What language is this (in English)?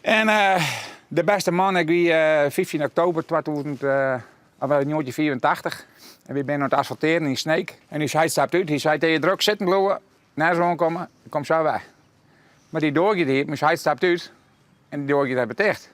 Western Frisian